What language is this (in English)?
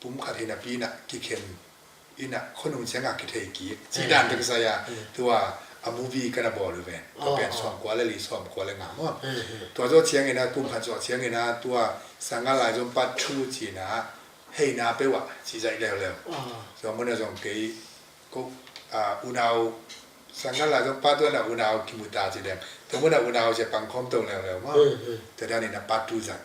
Tedim Chin